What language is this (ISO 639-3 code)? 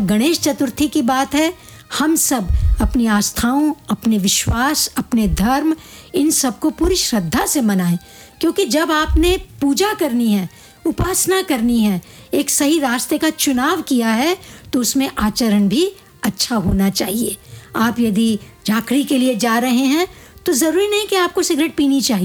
hin